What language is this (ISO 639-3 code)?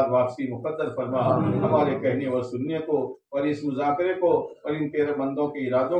urd